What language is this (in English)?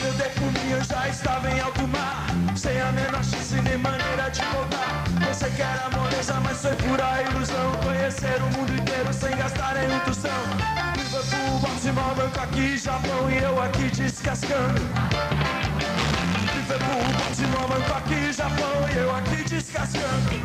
Portuguese